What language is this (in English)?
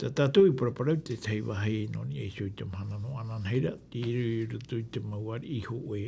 Tahitian